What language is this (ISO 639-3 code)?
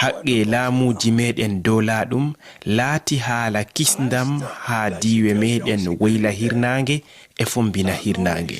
ful